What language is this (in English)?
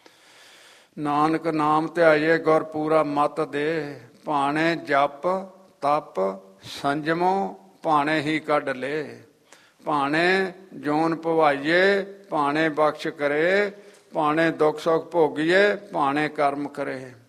Punjabi